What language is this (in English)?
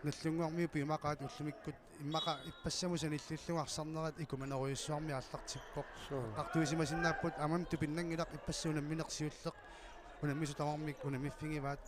Kalaallisut